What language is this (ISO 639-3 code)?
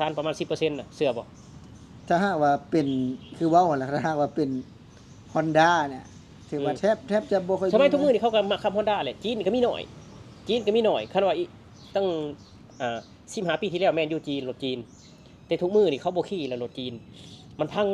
lao